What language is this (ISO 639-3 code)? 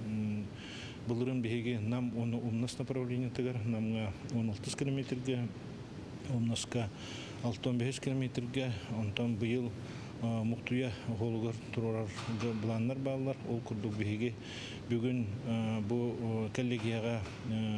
sah